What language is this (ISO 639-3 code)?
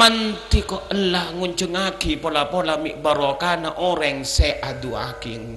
mad